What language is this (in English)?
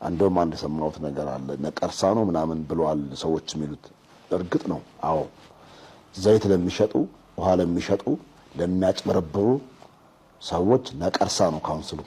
Amharic